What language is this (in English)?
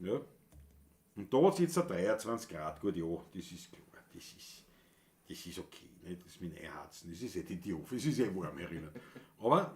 Bavarian